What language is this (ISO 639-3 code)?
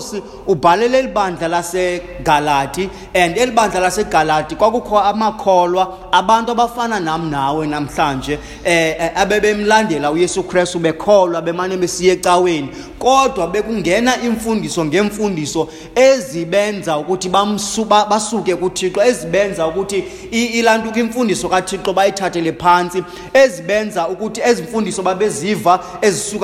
xho